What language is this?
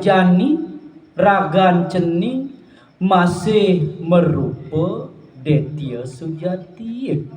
Balinese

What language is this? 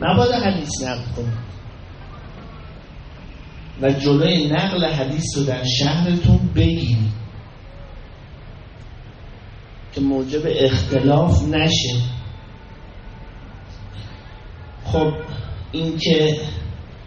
Persian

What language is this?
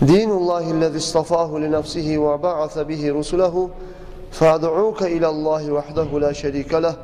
Kumyk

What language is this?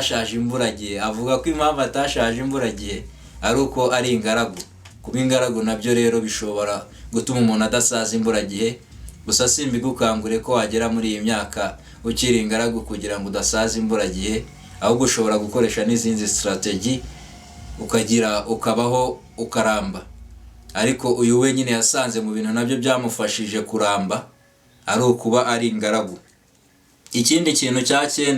Kinyarwanda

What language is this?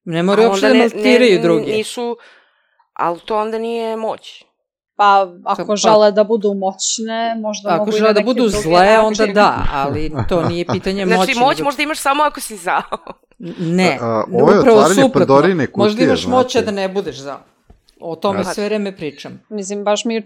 Serbian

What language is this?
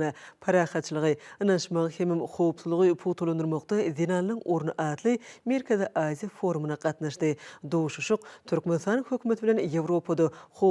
Turkmen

